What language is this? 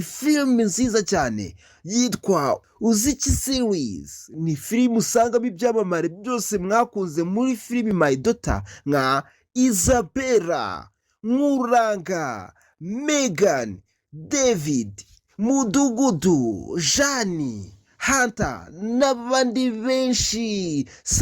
Kinyarwanda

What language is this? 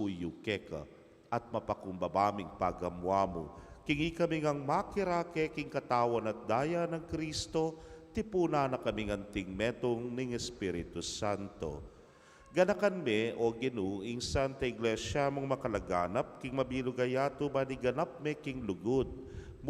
Pampanga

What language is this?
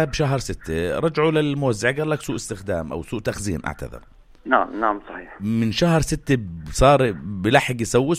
North Levantine Arabic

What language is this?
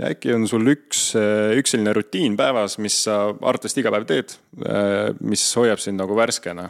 Estonian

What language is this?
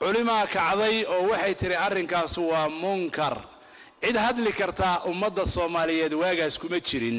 Somali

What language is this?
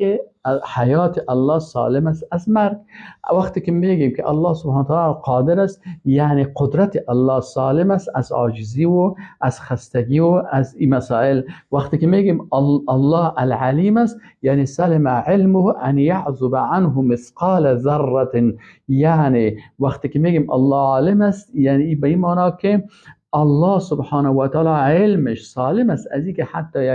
Persian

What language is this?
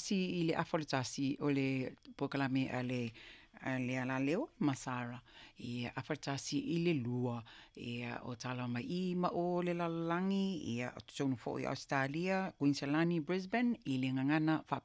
Samoan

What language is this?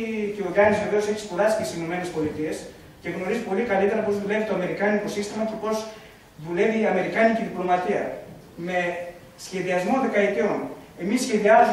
Greek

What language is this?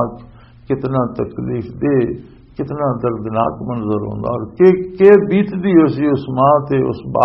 Western Panjabi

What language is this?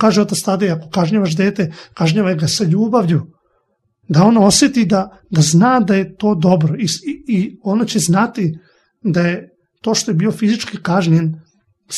Serbian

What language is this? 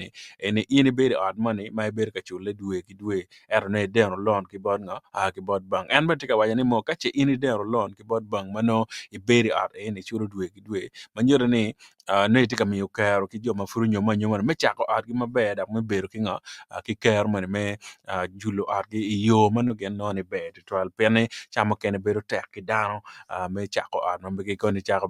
Acoli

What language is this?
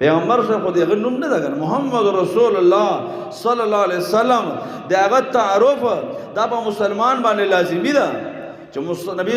Pashto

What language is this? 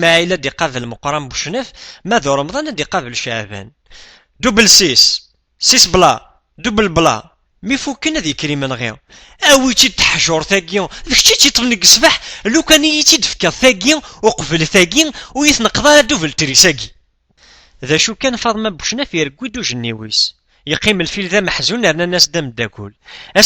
Kabyle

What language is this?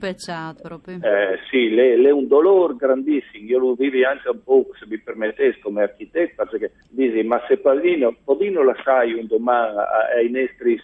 Friulian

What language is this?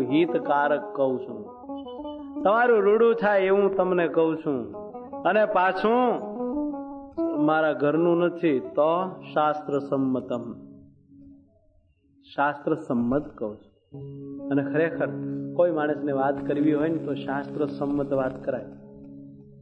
Gujarati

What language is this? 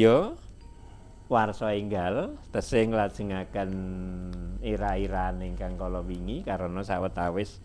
Javanese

